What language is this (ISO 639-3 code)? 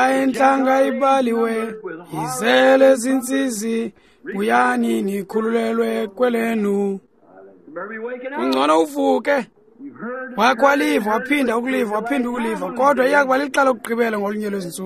xho